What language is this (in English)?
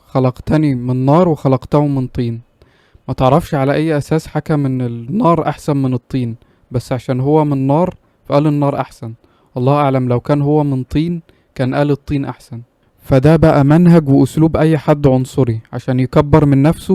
Egyptian Arabic